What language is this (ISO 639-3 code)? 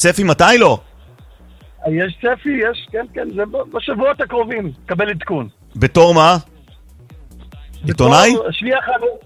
heb